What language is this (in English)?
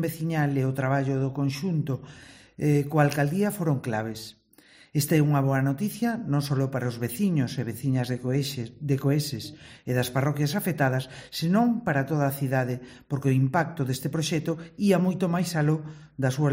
Galician